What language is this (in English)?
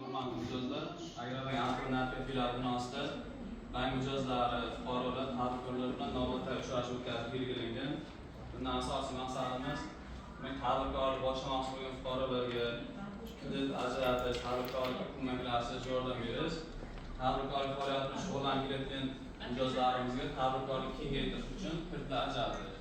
Uzbek